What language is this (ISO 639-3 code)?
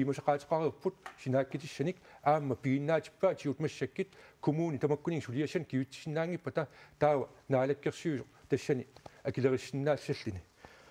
kal